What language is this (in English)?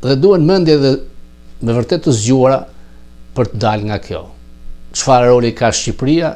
Albanian